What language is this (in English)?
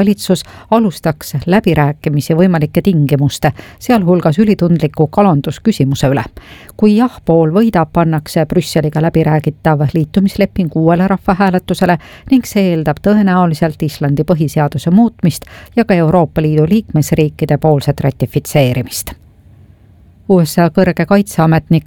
Estonian